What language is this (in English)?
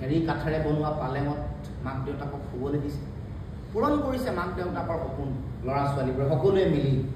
Assamese